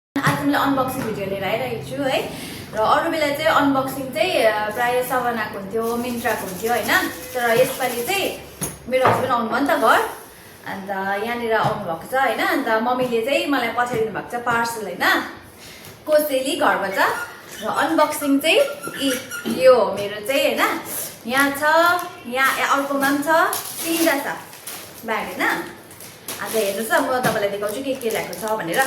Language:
Nepali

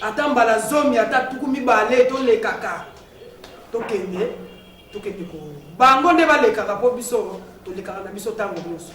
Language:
Lingala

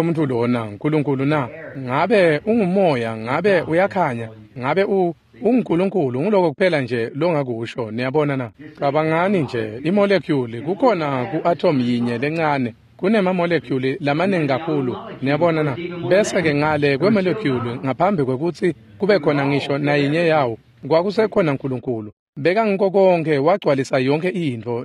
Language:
Swati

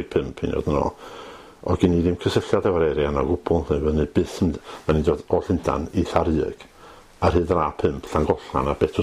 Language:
Welsh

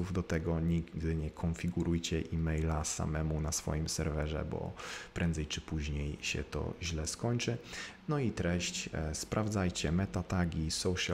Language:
Polish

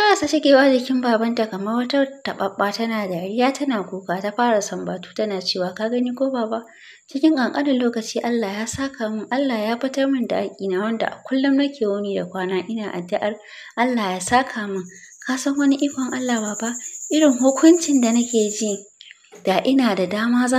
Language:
Hausa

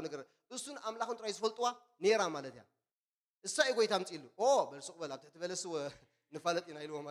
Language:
Tigrinya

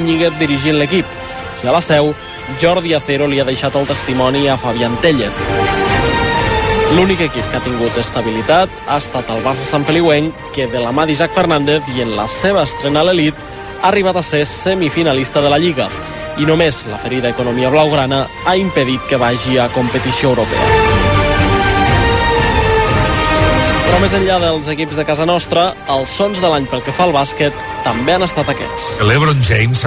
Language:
Catalan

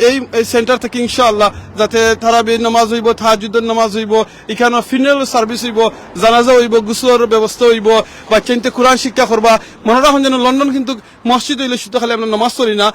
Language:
Sylheti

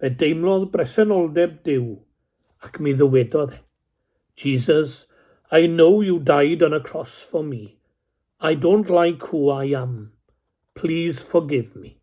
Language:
Welsh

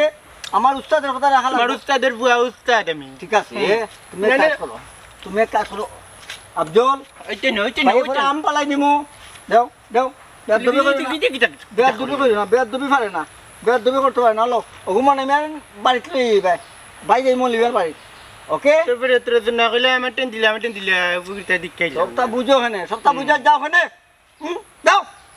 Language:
Sylheti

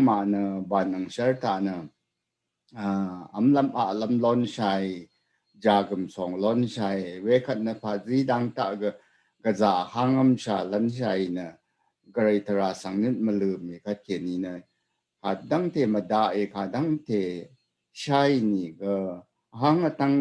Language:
Rawang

